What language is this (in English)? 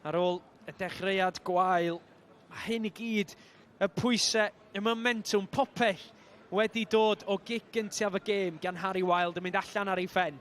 Welsh